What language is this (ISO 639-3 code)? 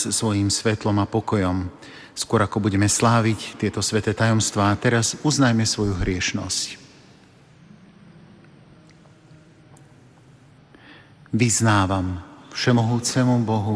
slk